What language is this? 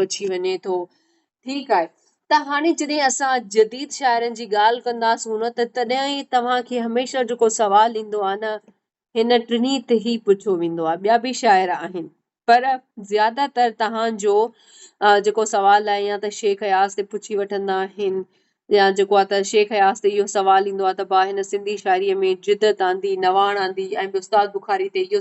Sindhi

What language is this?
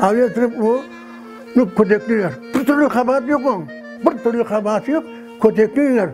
Crimean Tatar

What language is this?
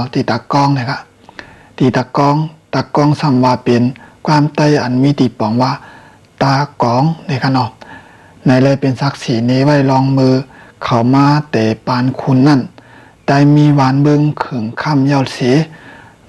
Shan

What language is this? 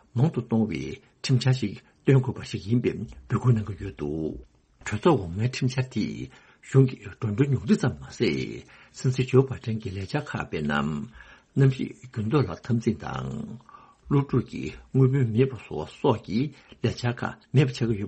Tibetan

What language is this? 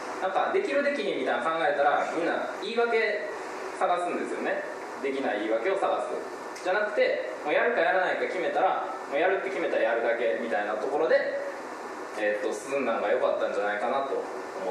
Japanese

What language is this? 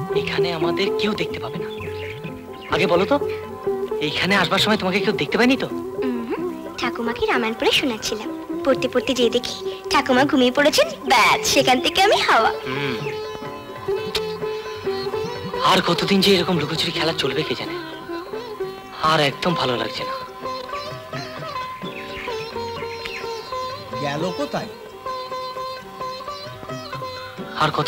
Bangla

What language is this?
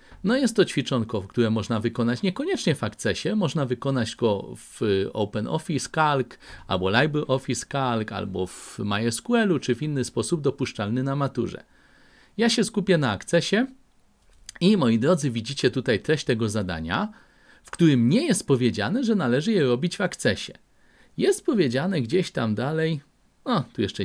Polish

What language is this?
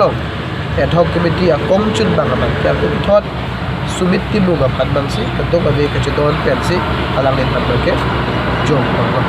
Karbi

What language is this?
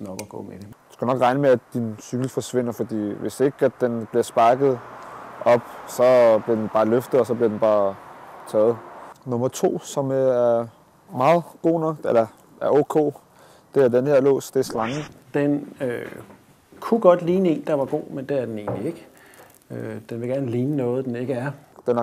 Danish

